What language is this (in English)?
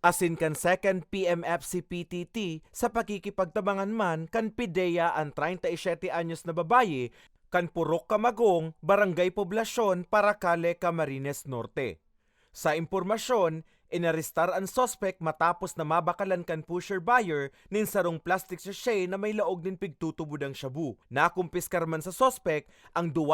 Bikol